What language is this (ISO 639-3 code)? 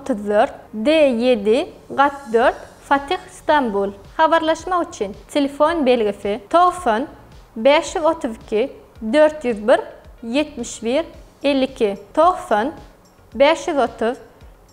tuk